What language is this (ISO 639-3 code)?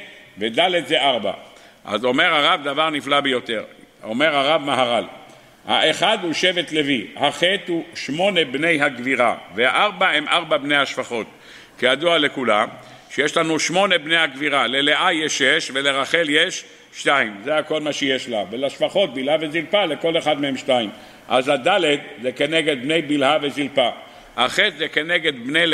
heb